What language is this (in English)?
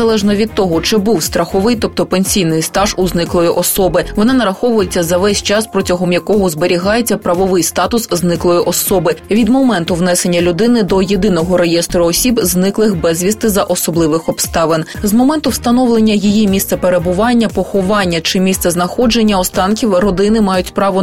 Ukrainian